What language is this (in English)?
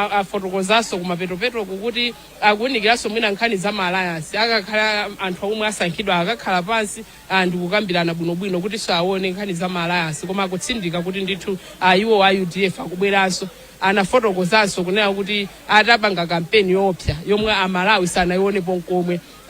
Nyanja